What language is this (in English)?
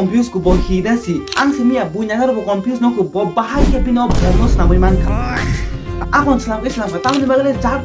Kok Borok